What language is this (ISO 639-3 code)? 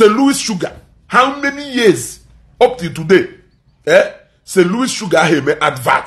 ibo